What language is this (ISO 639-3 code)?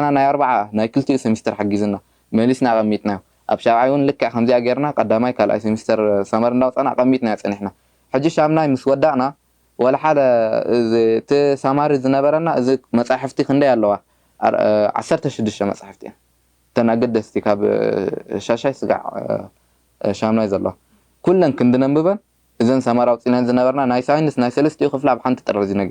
tir